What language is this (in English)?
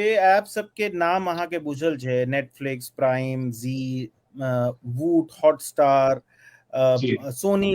Maithili